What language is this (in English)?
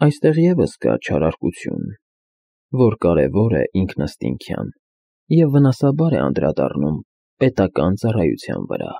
Armenian